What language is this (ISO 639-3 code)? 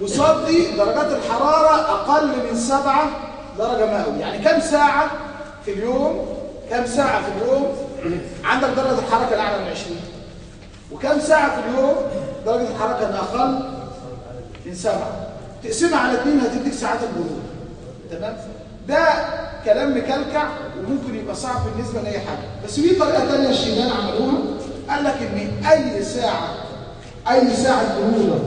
arz